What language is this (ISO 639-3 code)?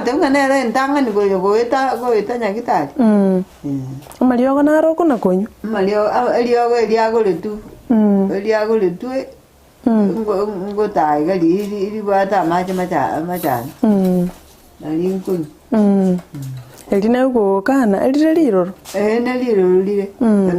guz